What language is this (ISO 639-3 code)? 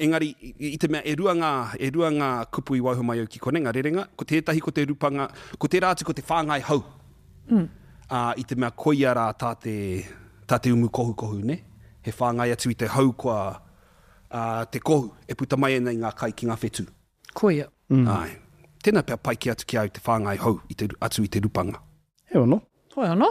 mri